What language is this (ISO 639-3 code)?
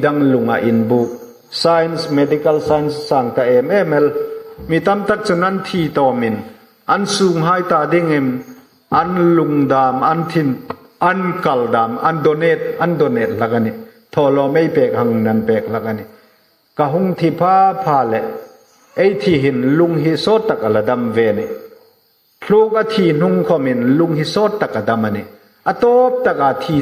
hmr